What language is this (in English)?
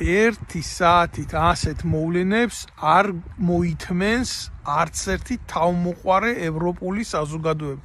Georgian